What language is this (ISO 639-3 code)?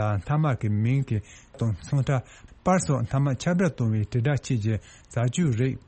bod